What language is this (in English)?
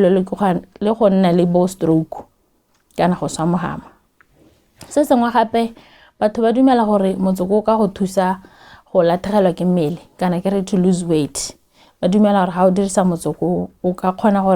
Tswana